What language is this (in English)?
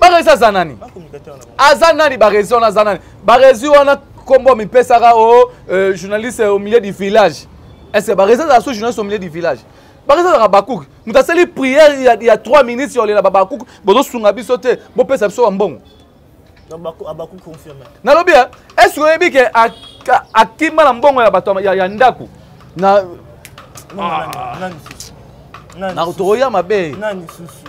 Lingala